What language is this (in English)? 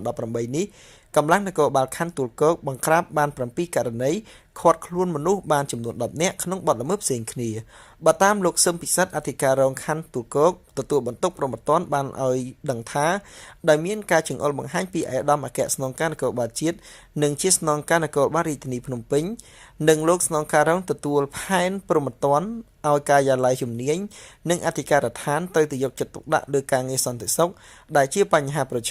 Khmer